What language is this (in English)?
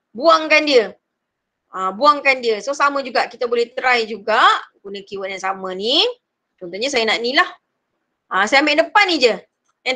Malay